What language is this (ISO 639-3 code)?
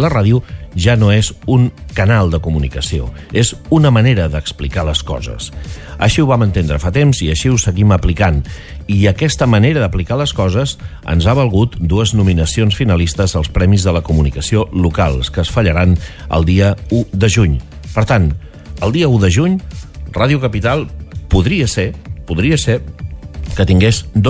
cat